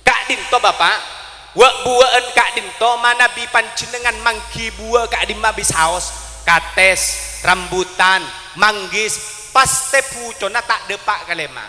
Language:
Madurese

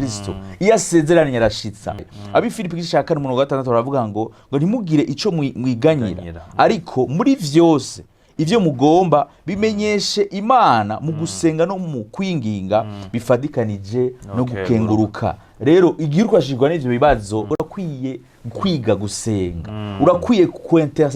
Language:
Rundi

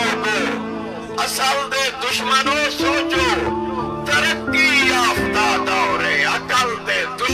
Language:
Saraiki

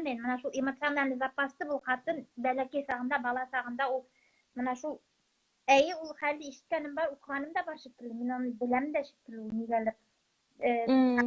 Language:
Bashkir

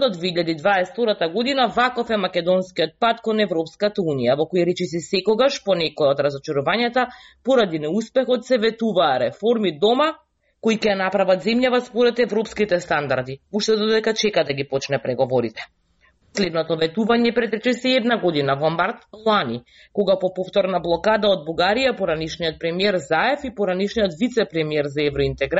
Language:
Macedonian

